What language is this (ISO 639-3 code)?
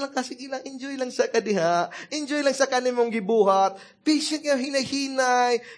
ceb